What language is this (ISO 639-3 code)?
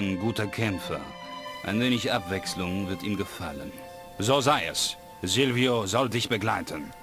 bar